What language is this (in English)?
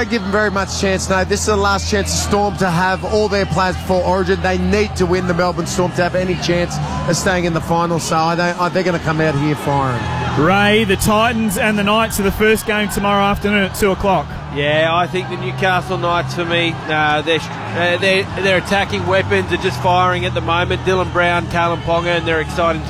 English